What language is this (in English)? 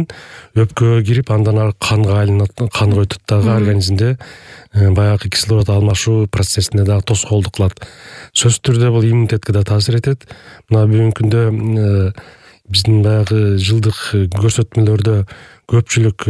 Kyrgyz